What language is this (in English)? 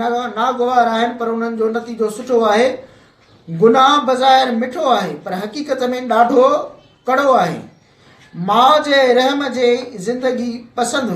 Sindhi